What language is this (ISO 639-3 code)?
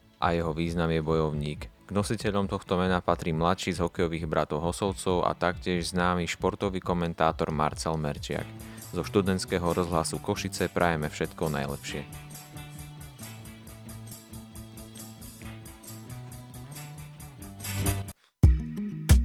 slk